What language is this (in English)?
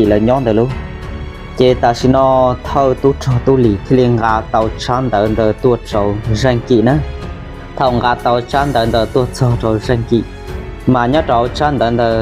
Hmong